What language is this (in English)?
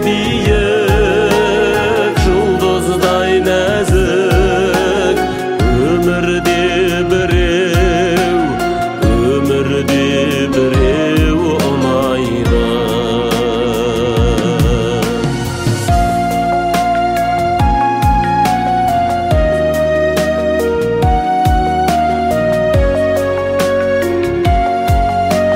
Kazakh